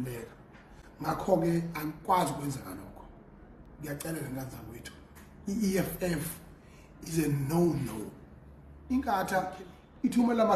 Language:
Zulu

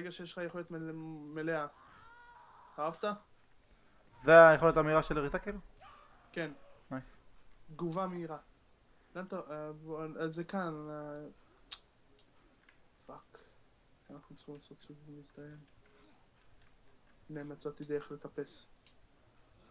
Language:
Hebrew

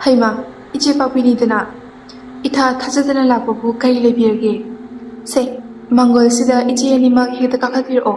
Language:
Manipuri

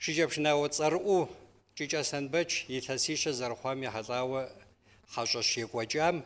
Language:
Kabardian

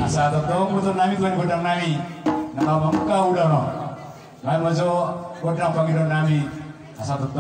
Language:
Batak Toba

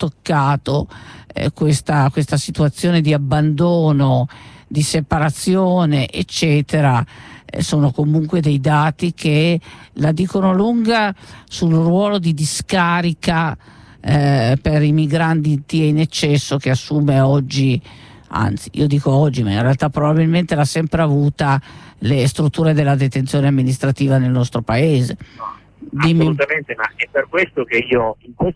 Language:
Italian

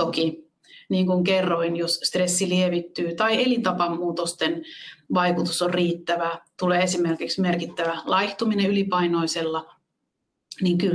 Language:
Finnish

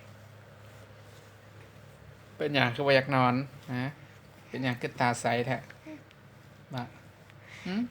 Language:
Lao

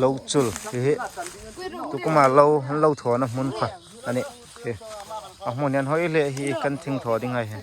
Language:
Hmar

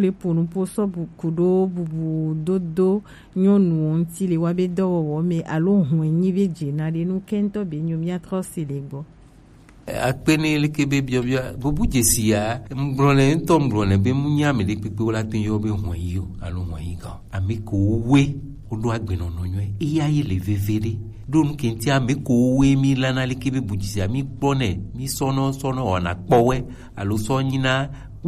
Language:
Gen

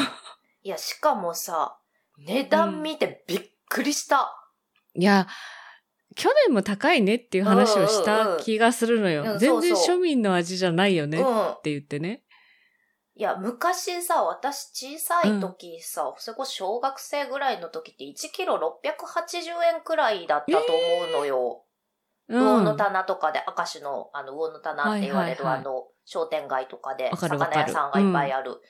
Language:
Japanese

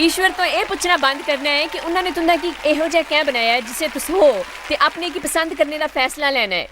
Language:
Dogri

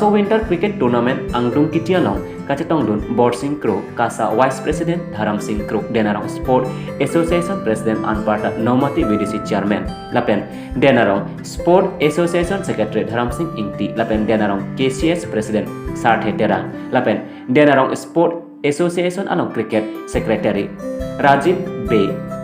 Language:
Karbi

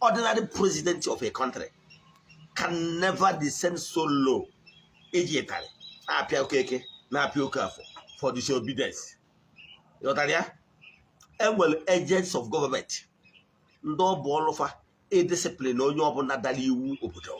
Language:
Igbo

